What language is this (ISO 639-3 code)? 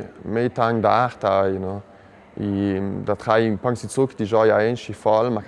lld